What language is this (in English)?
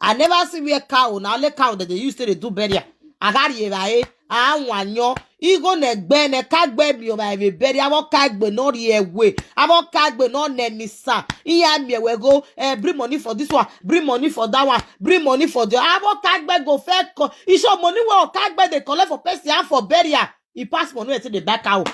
Nigerian Pidgin